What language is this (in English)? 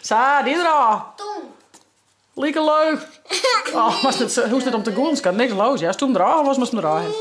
Western Frisian